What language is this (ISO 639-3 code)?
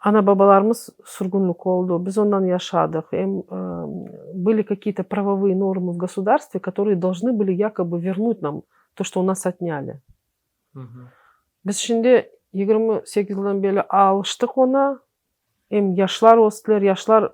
crh